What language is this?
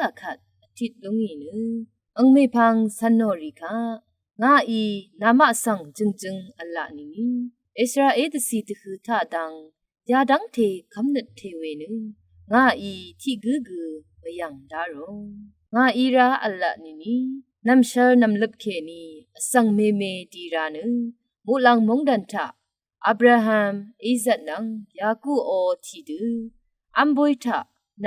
Rawang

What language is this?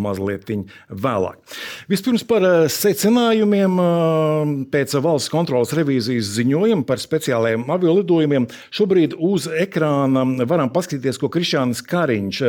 Latvian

